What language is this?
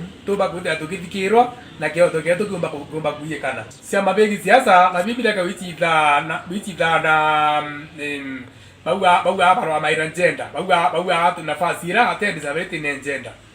Meru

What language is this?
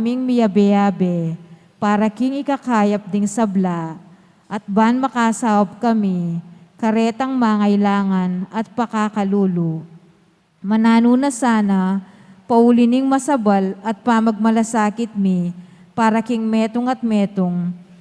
Pampanga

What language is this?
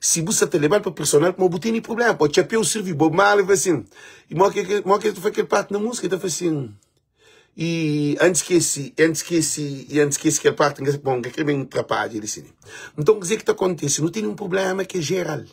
Kabuverdianu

